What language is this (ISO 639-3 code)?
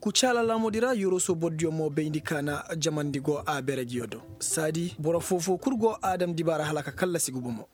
ses